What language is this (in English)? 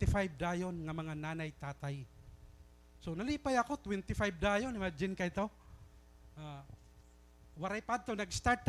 Waray